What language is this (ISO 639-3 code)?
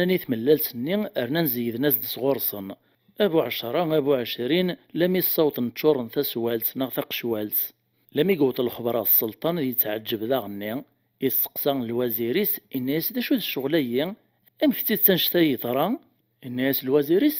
kab